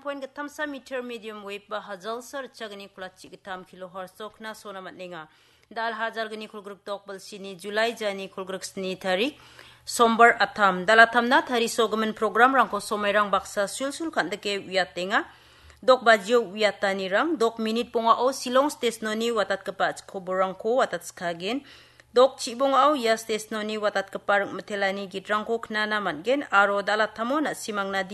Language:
Garo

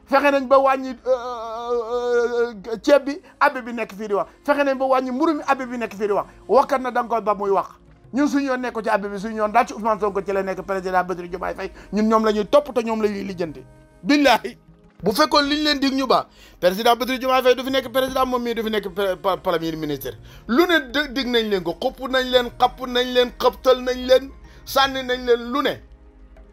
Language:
Wolof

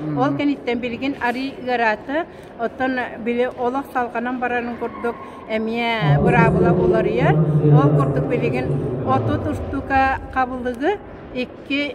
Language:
Yakut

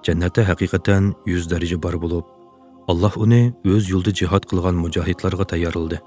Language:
Uyghur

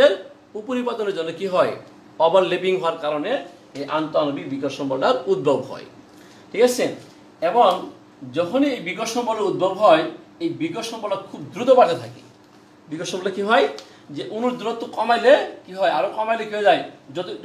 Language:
Bangla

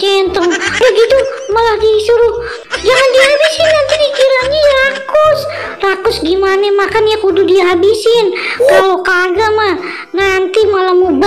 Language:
Betawi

